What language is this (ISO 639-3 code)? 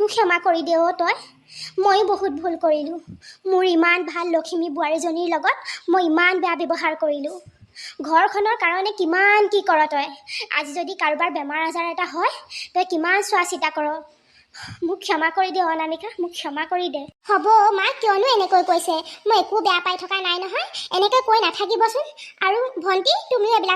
asm